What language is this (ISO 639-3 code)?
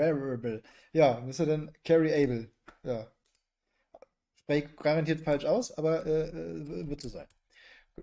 deu